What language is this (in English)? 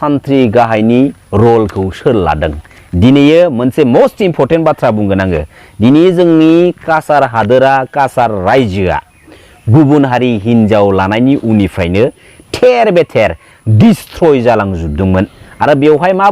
Bodo